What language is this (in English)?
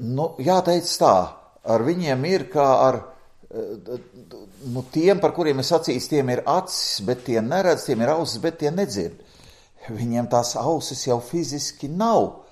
Latvian